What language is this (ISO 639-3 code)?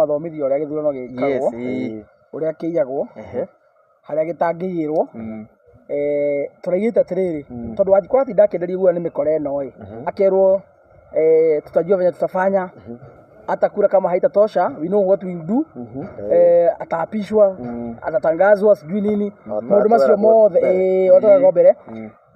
kik